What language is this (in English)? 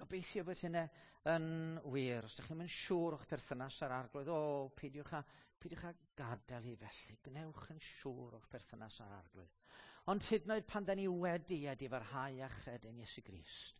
Welsh